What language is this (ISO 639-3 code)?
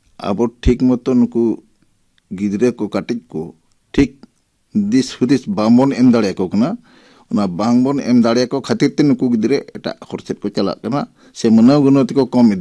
sat